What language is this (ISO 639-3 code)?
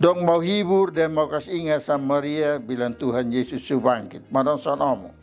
mkn